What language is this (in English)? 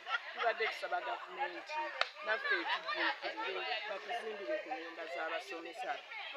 Ganda